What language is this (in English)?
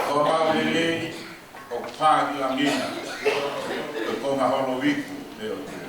Tongan